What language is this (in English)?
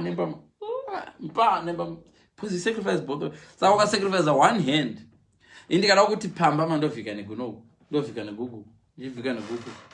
Shona